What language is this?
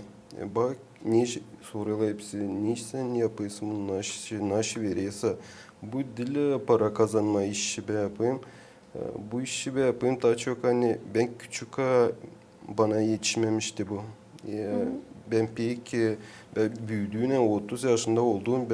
Gagauz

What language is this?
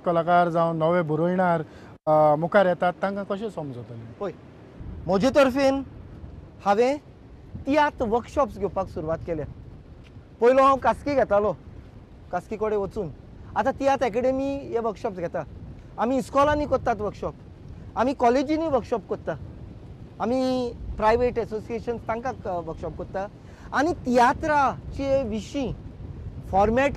Konkani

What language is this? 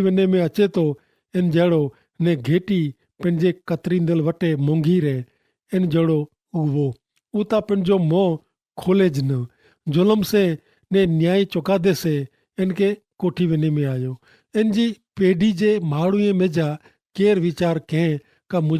Kachhi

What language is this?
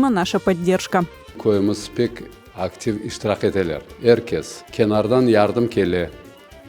Crimean Tatar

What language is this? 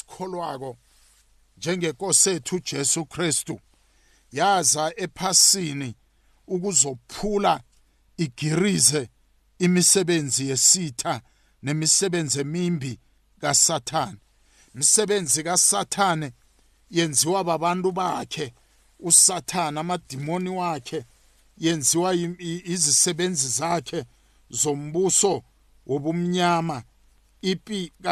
South Ndebele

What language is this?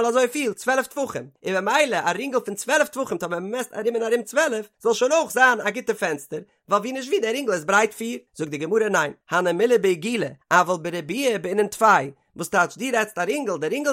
Yiddish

